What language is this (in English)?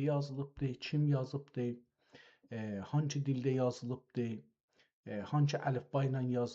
South Azerbaijani